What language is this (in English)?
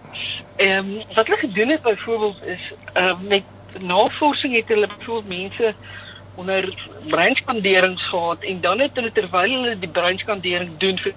Afrikaans